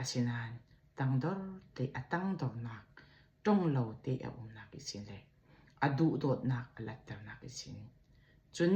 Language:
Falam Chin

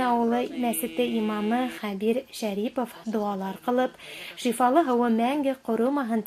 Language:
Bashkir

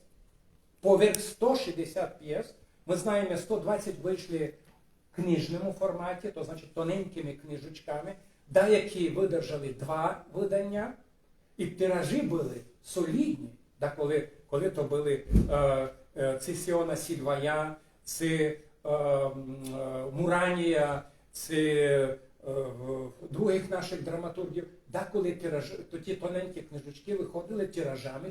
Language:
Rusyn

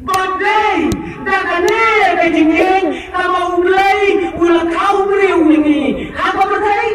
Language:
Khasi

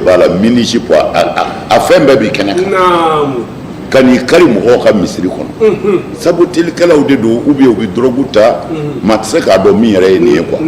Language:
Bambara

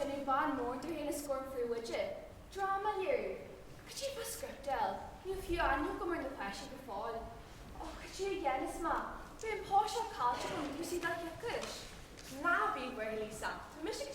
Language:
Irish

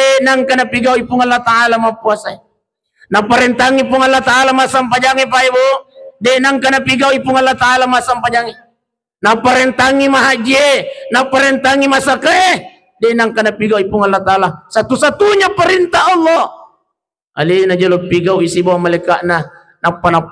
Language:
Buginese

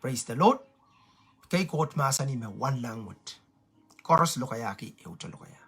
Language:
Pohnpeian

